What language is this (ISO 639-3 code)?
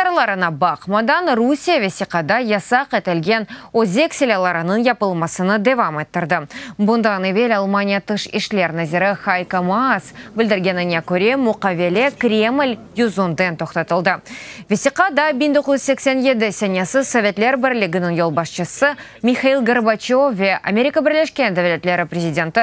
crh